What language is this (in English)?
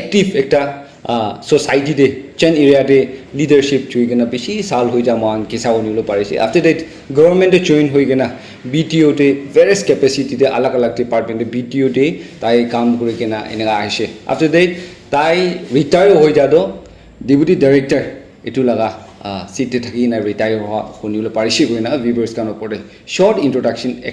Naga Pidgin